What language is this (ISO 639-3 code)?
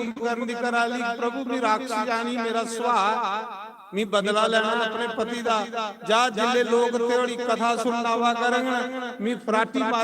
doi